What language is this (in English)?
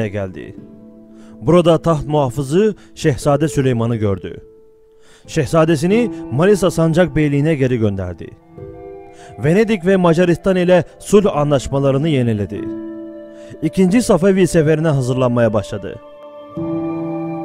Turkish